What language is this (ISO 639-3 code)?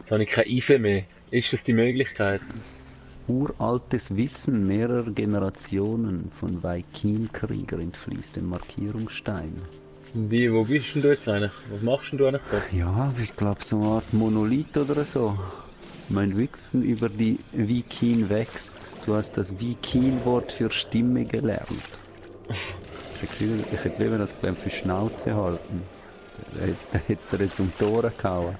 gsw